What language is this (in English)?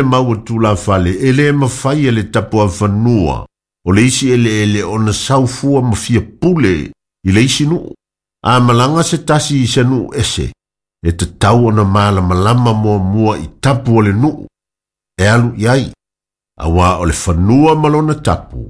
Samoan